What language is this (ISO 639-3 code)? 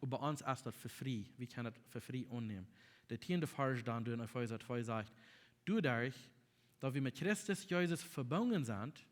pdt